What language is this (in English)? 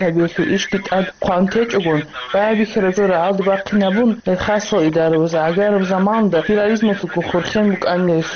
Avaric